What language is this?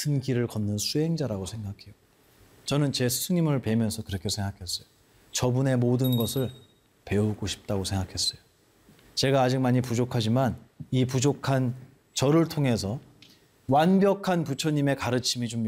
Korean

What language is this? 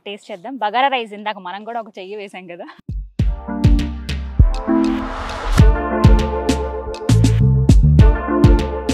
Telugu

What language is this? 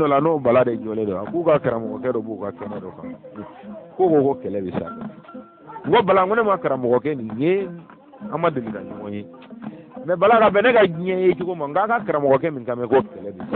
Bambara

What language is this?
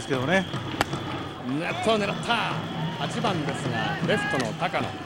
Japanese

